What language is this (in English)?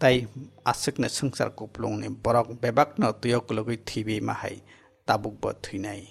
Kok Borok